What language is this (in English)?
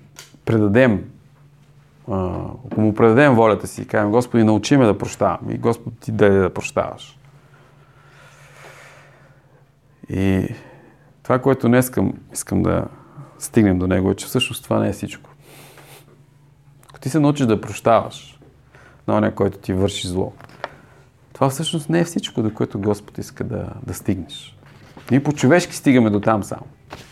Bulgarian